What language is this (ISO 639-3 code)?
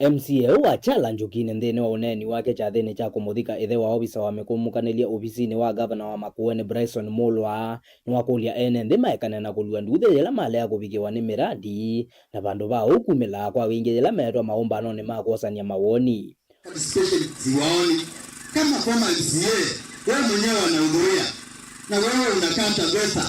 kam